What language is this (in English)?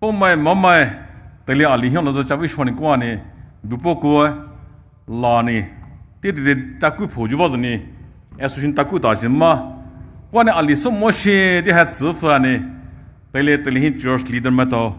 Poumei Naga